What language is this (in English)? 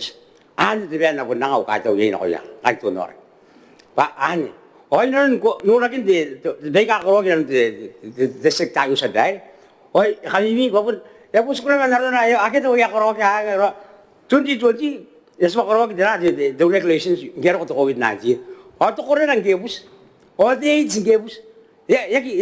Gilbertese